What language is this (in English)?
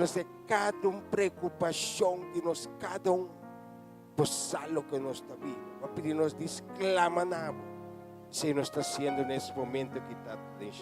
Papiamento